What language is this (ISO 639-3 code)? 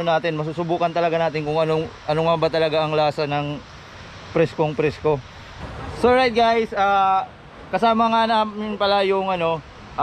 fil